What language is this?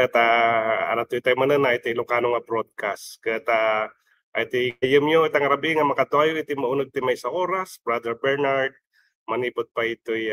Iloko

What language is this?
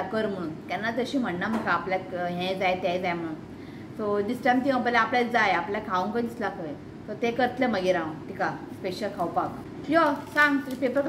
Konkani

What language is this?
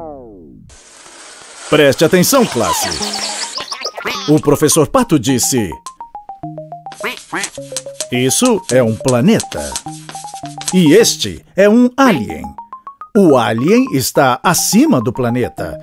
Portuguese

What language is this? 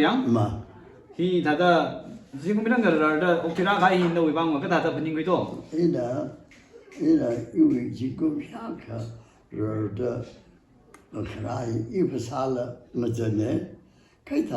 Tangkhul Naga (India)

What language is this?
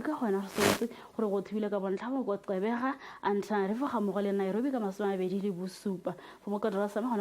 Tswana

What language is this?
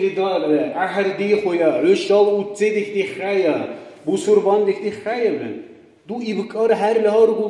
Dargwa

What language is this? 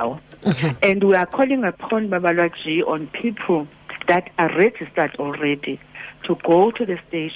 Xhosa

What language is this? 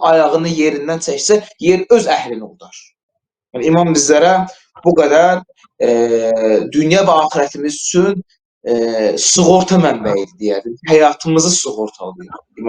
Azerbaijani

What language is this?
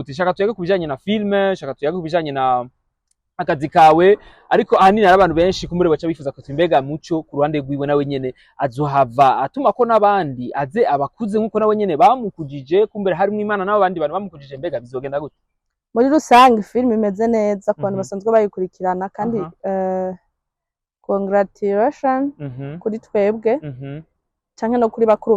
Rundi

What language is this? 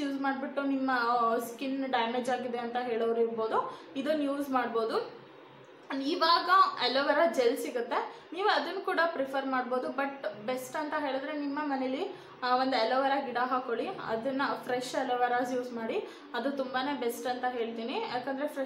Kannada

